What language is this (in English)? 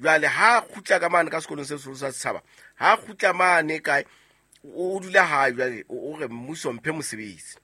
Southern Sotho